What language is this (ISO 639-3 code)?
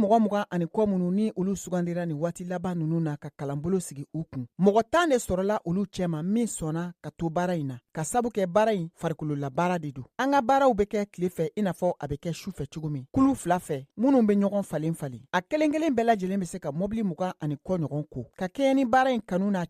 bam